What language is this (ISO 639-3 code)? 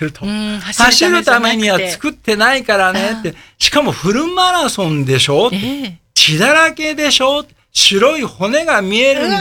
jpn